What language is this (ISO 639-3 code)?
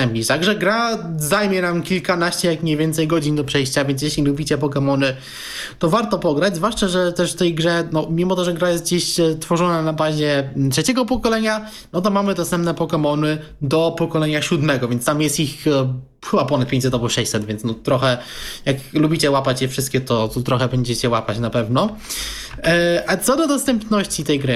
pol